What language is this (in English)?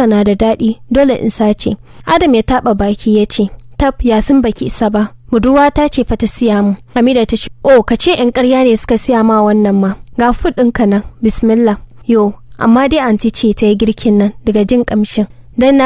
Hausa